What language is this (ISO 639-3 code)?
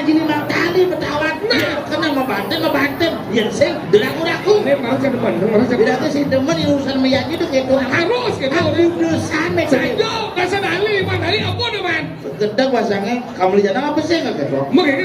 ban